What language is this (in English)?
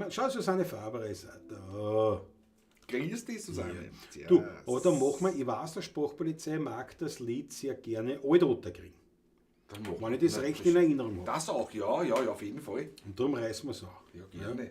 Bavarian